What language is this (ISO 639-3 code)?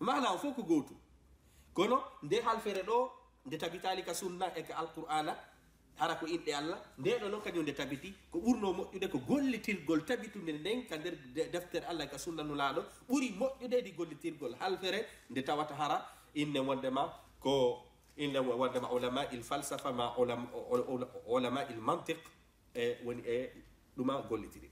ful